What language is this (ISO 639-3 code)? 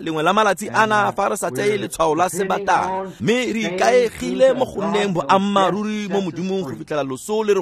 tsn